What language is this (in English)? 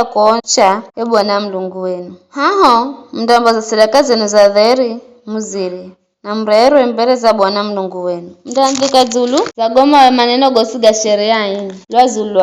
Giryama